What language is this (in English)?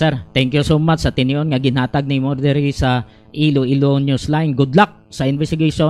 Hiligaynon